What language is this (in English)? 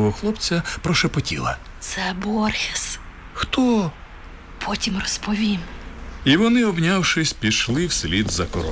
Ukrainian